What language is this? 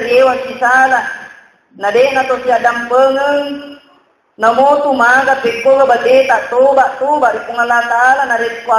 Buginese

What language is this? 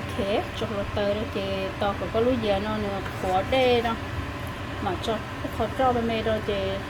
Hmong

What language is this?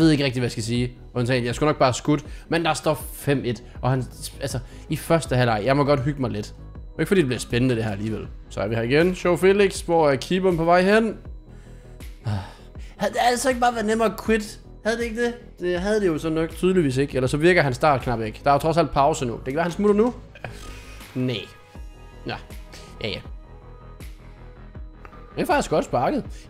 Danish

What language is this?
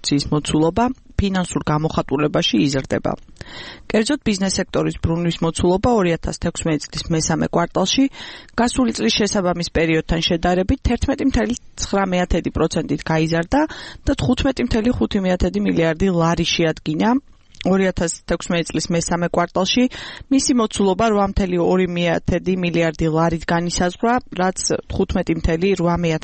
Georgian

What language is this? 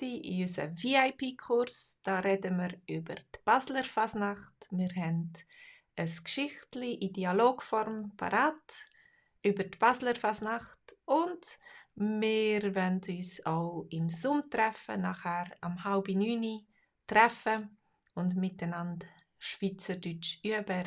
Swiss German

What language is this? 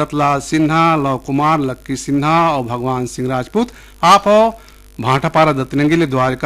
Chhattisgarhi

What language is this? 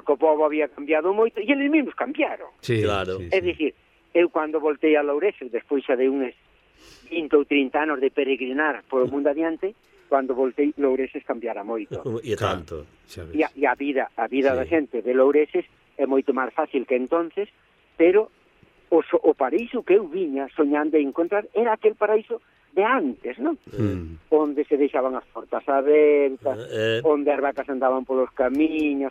Galician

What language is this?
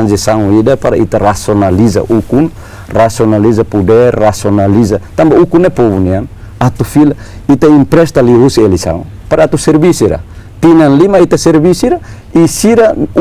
Tetum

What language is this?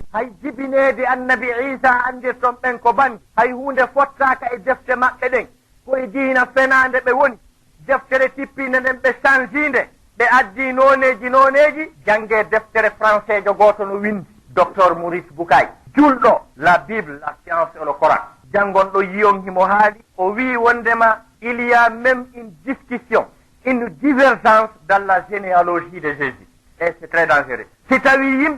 Fula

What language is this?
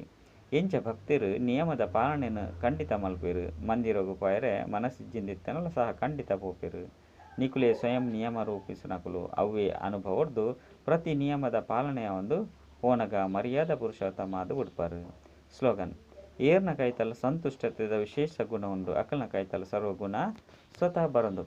Tulu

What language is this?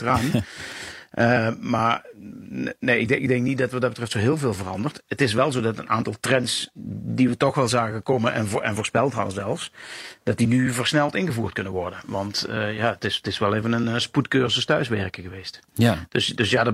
Dutch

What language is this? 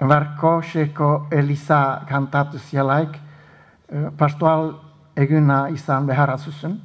Basque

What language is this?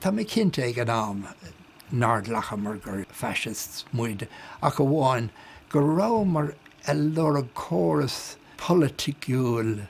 Irish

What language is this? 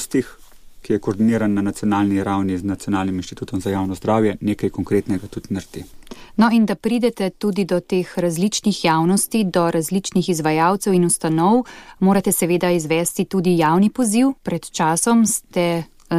Slovenian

